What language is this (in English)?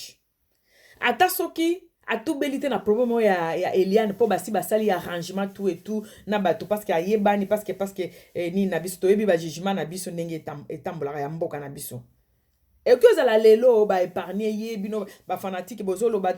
Lingala